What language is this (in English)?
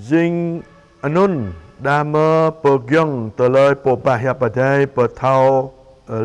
Jarai